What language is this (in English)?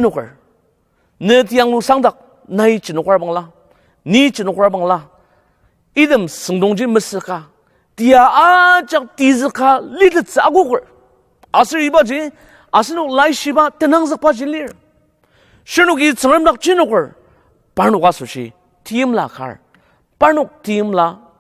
Ao Naga